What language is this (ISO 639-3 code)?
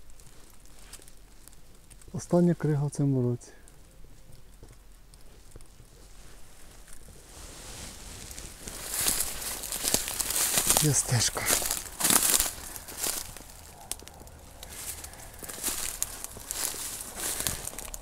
ukr